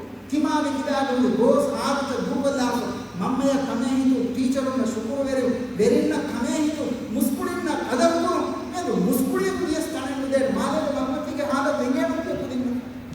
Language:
Divehi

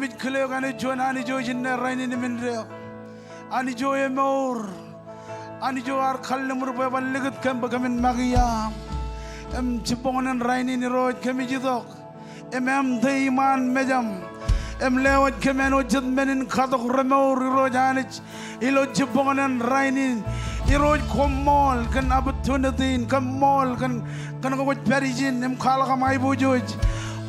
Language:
Marshallese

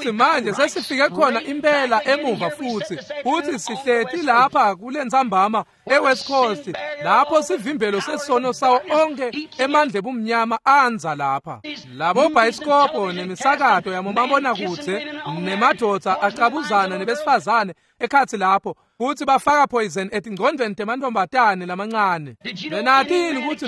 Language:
Swati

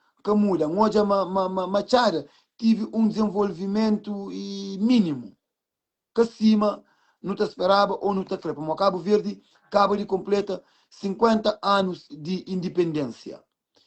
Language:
Kabuverdianu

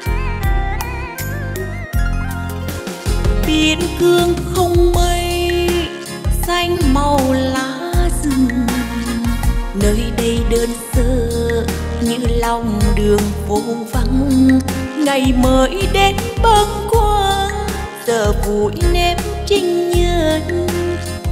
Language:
Vietnamese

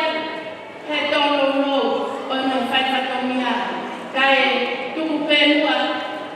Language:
Tongan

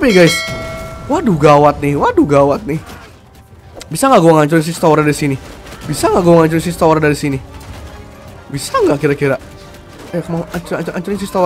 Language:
Indonesian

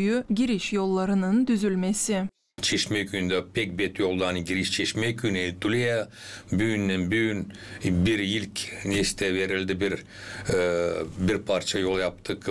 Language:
Gagauz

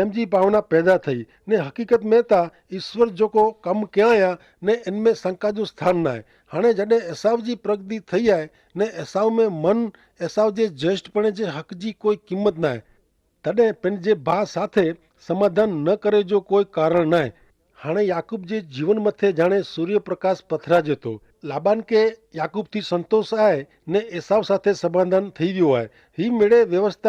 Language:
Kachhi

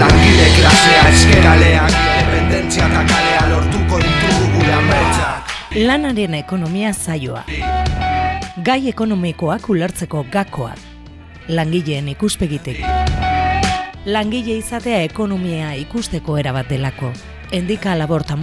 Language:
Basque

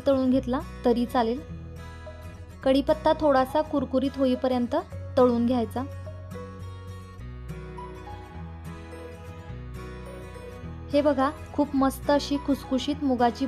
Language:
Marathi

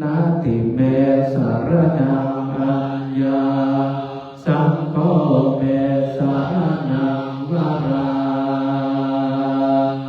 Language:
Pali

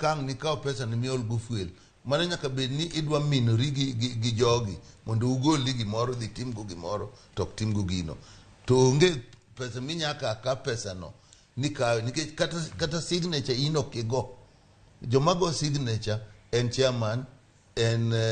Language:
Luo (Kenya and Tanzania)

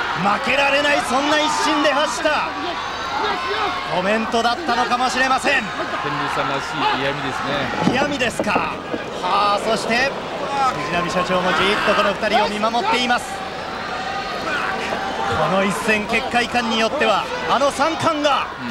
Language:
Japanese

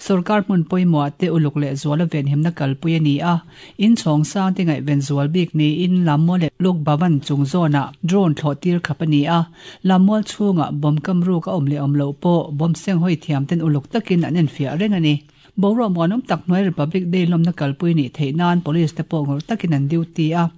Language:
Mizo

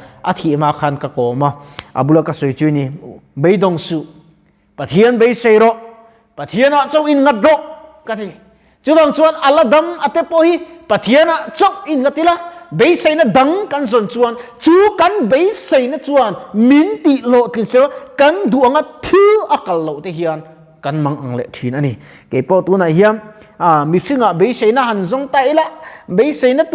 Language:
Mizo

